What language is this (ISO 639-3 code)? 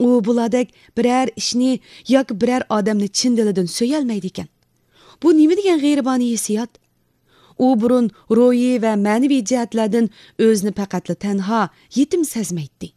uig